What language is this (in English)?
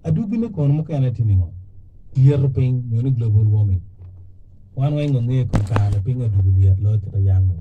Acoli